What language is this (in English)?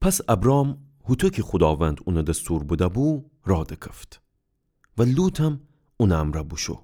Gilaki